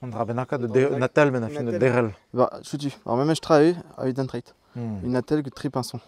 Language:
Breton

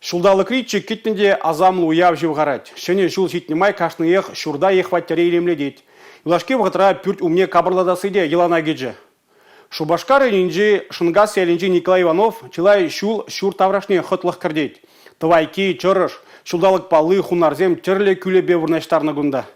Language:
Chuvash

